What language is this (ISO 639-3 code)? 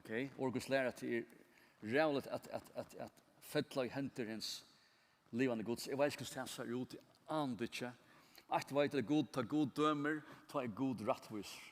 fao